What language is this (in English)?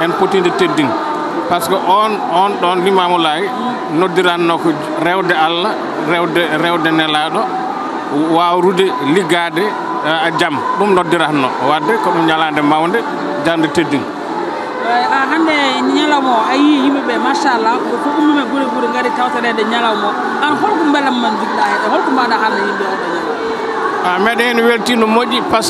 Fula